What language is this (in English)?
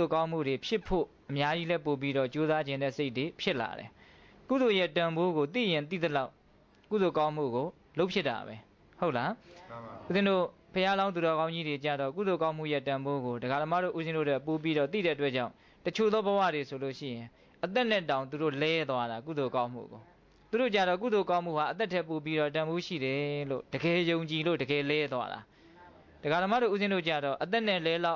Burmese